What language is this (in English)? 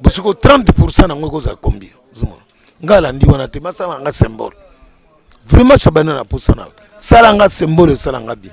Lingala